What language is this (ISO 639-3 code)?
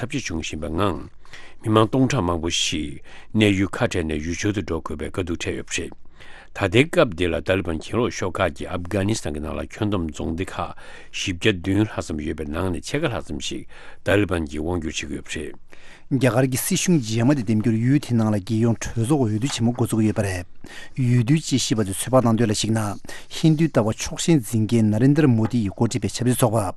bod